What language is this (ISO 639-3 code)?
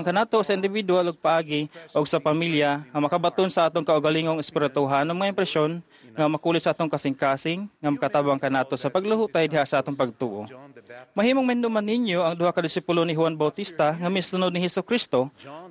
ceb